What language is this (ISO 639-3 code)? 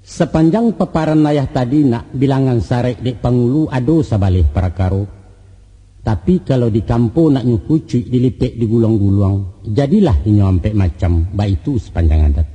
min